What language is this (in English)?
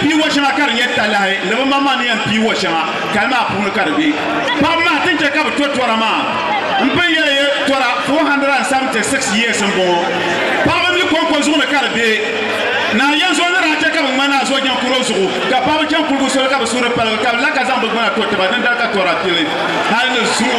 Dagbani